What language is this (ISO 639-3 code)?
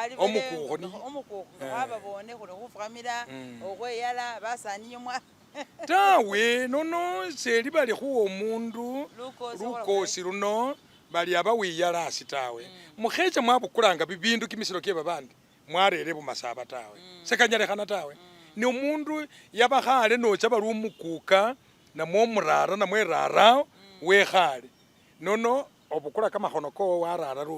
myx